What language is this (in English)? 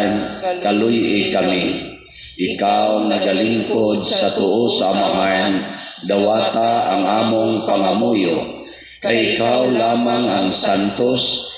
Cebuano